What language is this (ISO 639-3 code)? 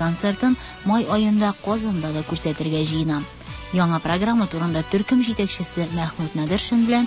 tat